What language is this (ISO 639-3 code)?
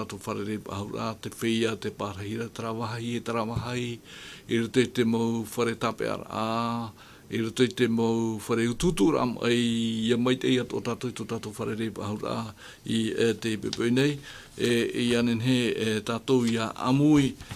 tah